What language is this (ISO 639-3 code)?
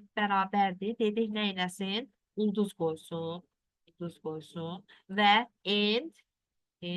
aze